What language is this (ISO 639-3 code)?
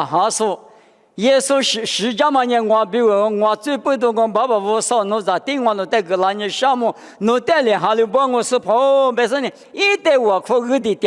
lis